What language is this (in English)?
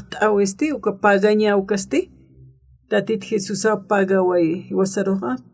Aymara